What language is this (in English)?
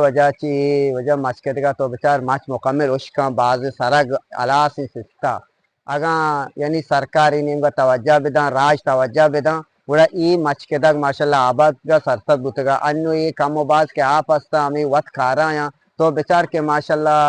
Eastern Balochi